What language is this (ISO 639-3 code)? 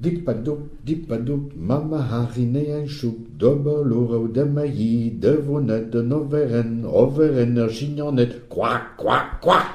bre